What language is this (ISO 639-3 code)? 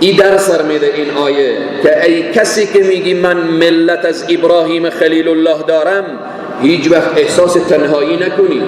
fas